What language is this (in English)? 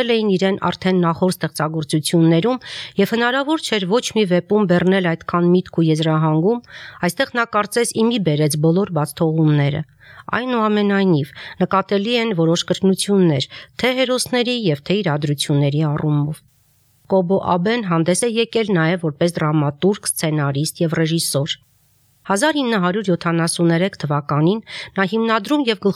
Armenian